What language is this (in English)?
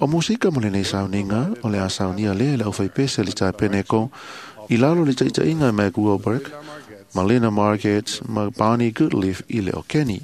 Samoan